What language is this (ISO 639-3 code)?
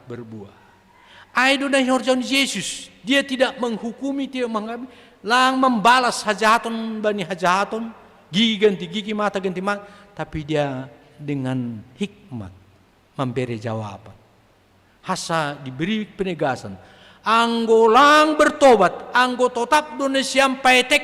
bts